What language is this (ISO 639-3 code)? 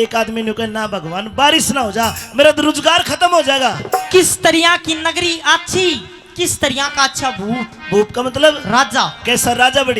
bgc